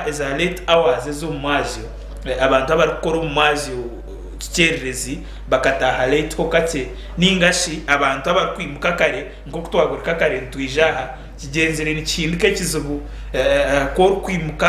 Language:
Nyankole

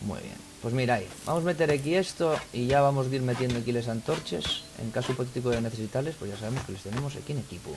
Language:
Asturian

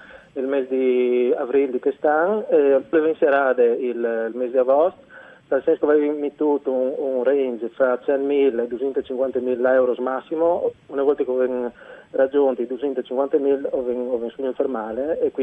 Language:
Friulian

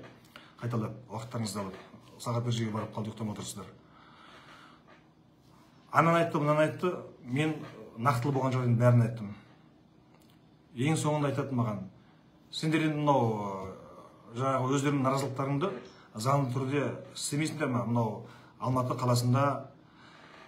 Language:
Kazakh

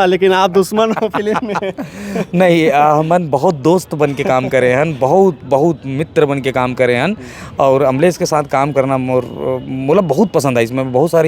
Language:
Chhattisgarhi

